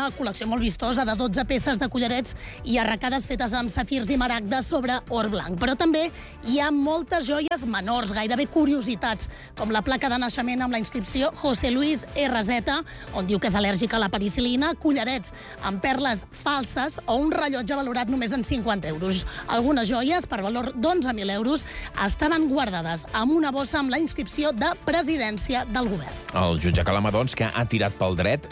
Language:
Catalan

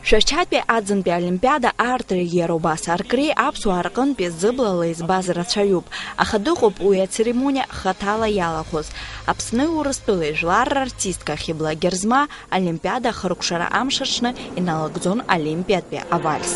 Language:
Abkhazian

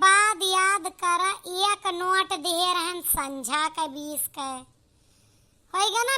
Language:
Awadhi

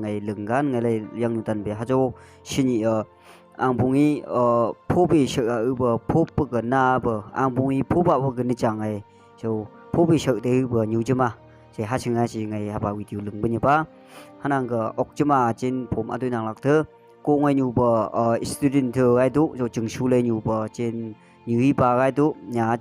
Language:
Phom Naga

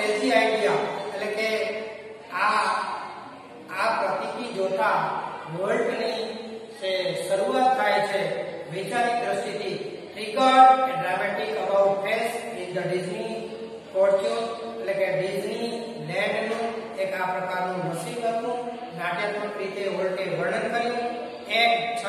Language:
Gujarati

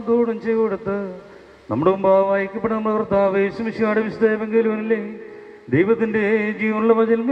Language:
Malayalam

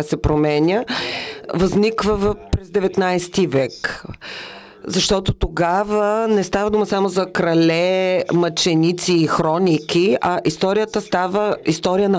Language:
Bulgarian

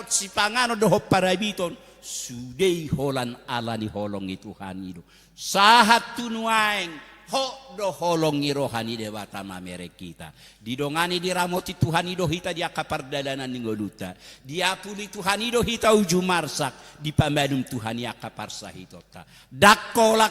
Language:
Batak Toba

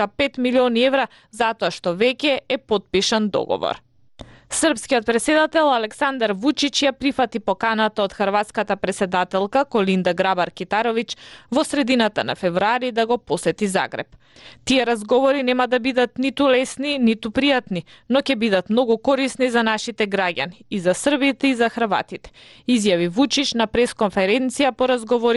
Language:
Macedonian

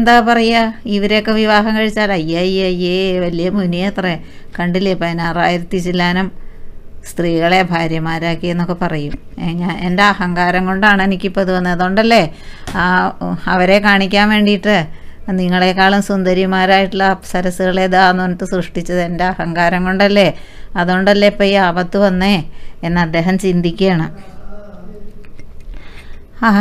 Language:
Malayalam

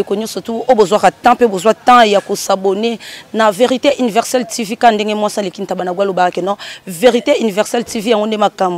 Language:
Lingala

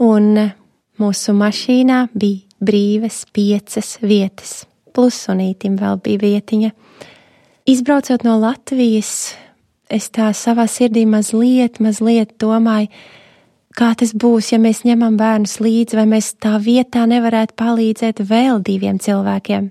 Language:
Latvian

